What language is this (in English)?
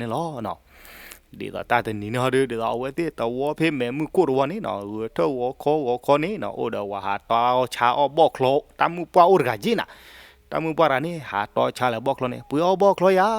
S'gaw Karen